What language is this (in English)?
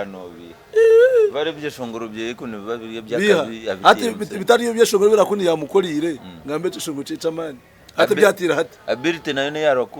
Nyankole